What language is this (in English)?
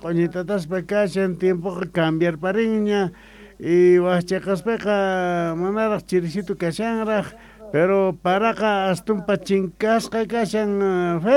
South Bolivian Quechua